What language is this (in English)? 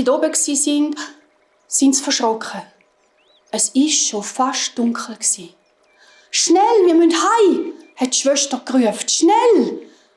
Swiss German